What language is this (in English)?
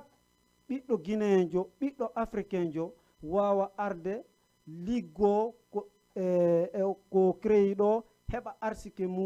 Fula